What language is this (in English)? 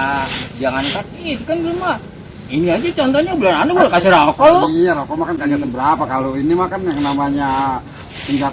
Betawi